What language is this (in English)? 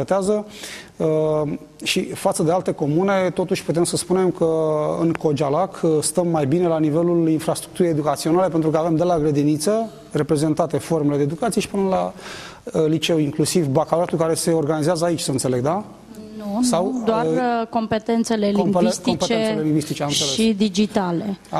Romanian